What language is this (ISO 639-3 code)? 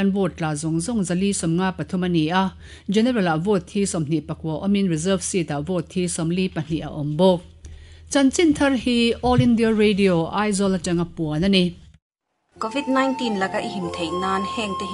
lus